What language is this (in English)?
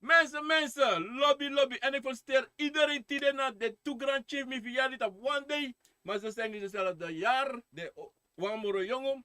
Sranan Tongo